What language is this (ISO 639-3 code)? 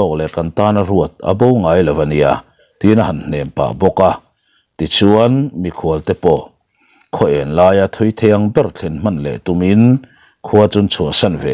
lus